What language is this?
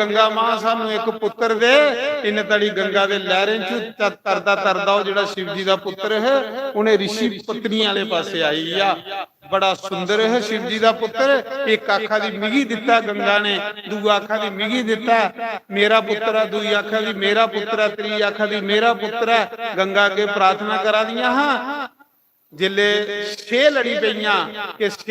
Dogri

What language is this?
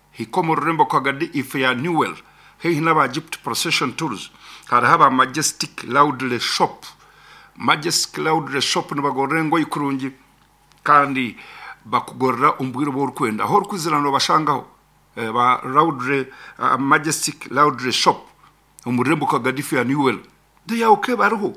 Nyankole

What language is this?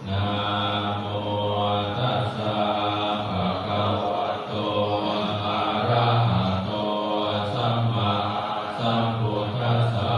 Pali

